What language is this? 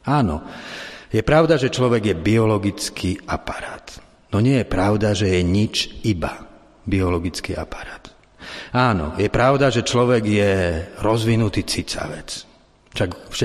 Slovak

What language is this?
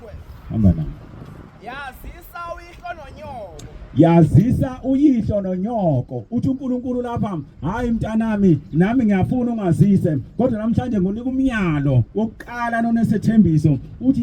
Zulu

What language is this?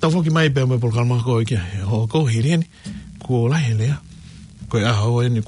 Tongan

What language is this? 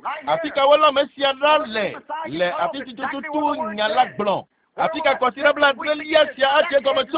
Ewe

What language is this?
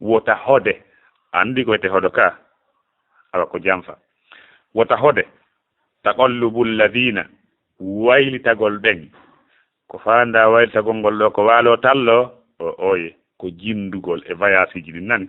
Fula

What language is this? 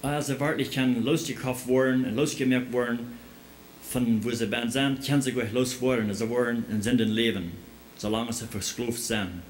Plautdietsch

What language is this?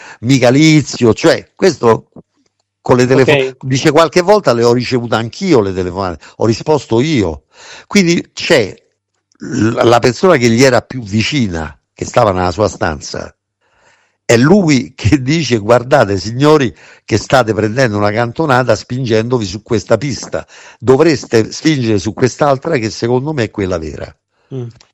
Italian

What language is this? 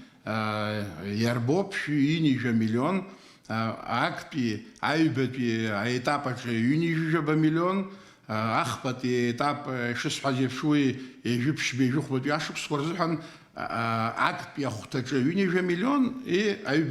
Abkhazian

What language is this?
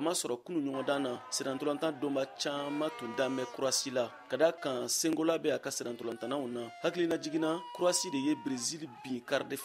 Bambara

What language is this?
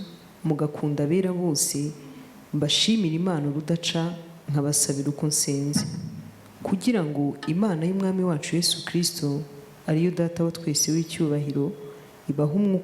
Kinyarwanda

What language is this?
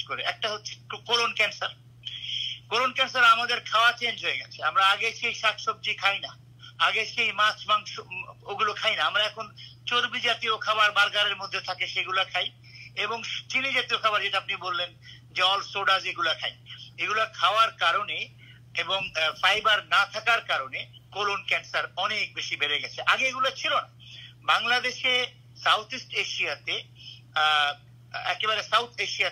Bangla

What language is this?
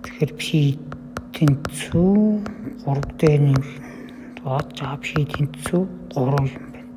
Mongolian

